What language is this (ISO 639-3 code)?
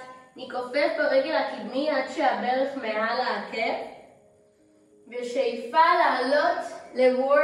heb